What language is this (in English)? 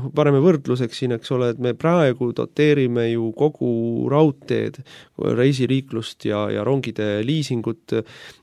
Estonian